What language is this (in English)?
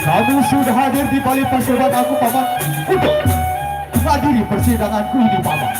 Sasak